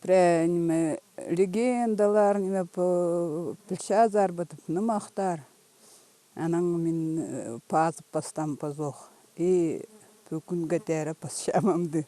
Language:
Khakas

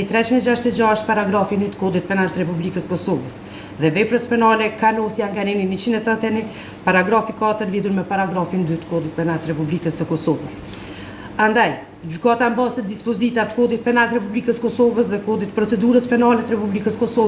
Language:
Albanian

